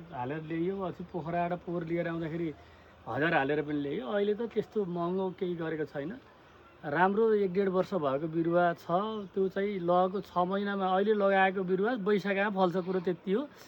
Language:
Nepali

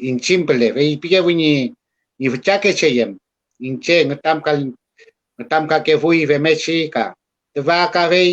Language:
Mapuche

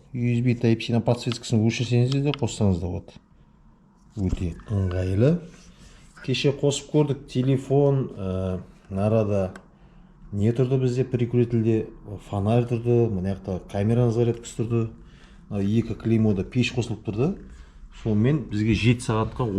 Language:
Kazakh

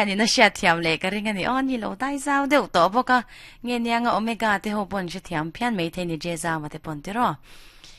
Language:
Mizo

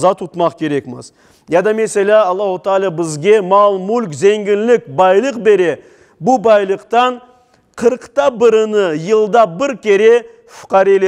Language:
Crimean Tatar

